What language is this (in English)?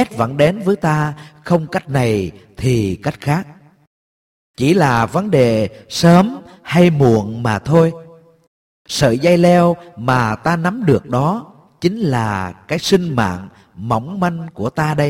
Vietnamese